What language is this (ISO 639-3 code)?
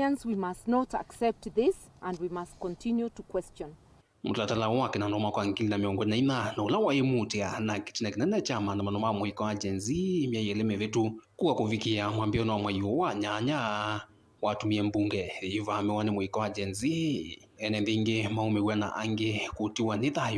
kam